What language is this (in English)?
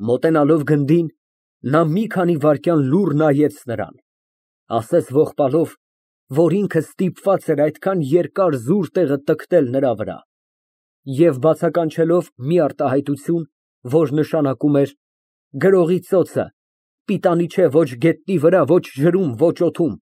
Armenian